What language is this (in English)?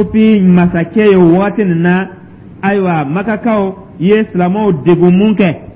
Dyula